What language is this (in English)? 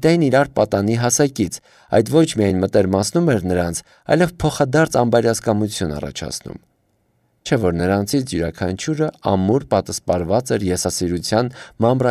Armenian